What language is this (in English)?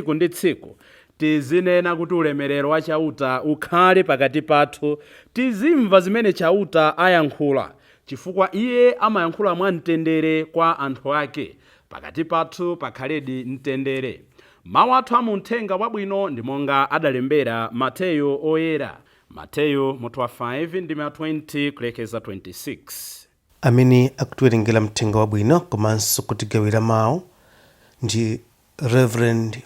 Nyanja